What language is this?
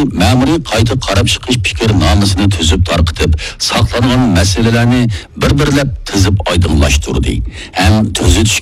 Uyghur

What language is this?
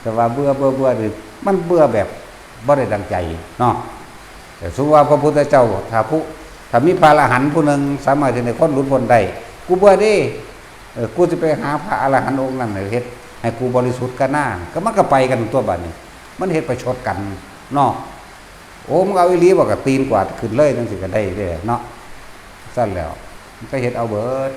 Northeastern Thai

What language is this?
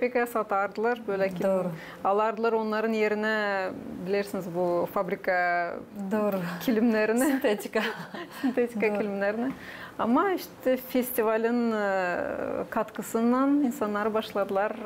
Gagauz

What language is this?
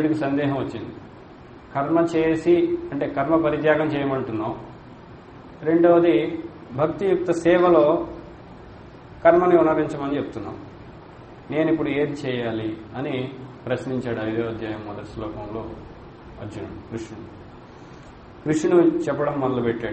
Telugu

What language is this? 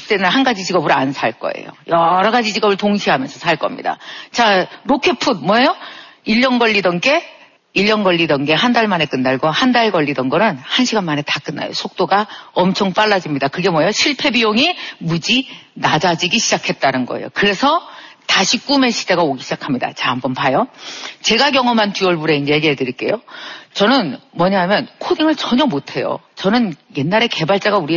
Korean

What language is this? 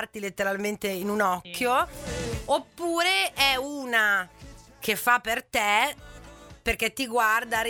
Italian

